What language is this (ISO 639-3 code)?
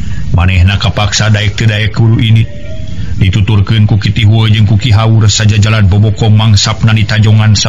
sun